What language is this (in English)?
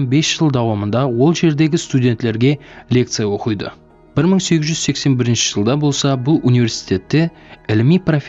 Kara-Kalpak